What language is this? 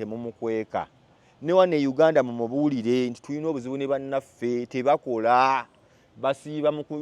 Ganda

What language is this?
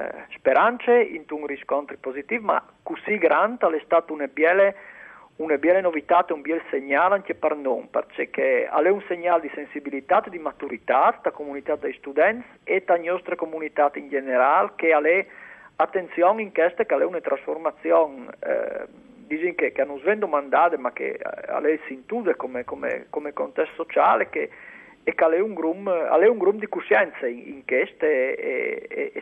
Friulian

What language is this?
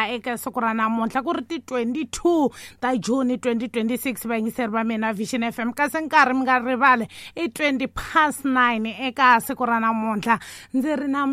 Tsonga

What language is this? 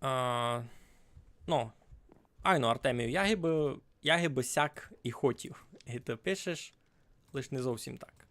Rusyn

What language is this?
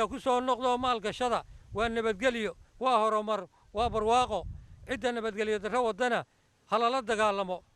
Somali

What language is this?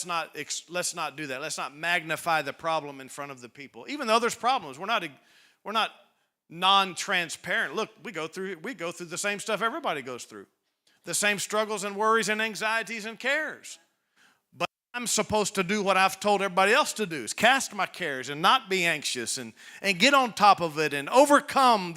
English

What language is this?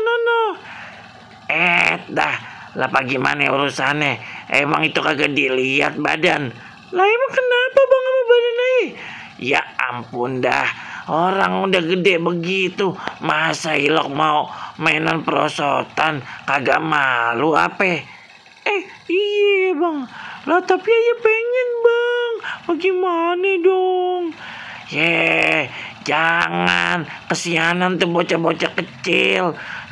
Betawi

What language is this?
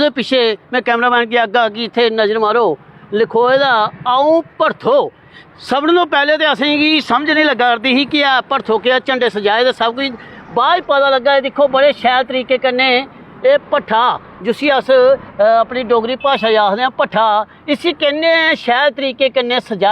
Dogri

